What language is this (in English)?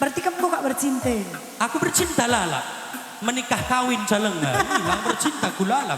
Batak Karo